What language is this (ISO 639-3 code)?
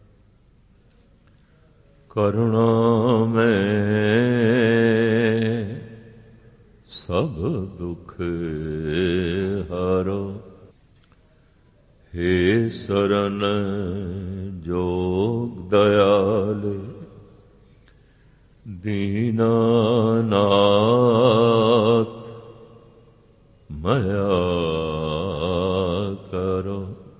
pan